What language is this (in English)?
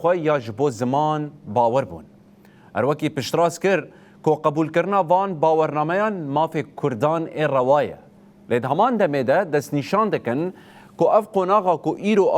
Kurdish